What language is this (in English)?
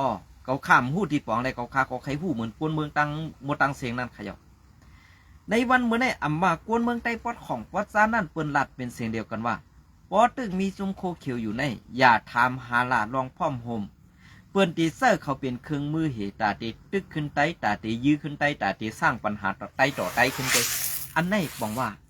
Shan